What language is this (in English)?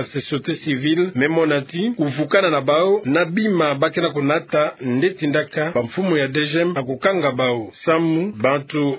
Kituba (Democratic Republic of Congo)